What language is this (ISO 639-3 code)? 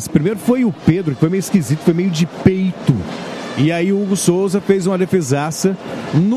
por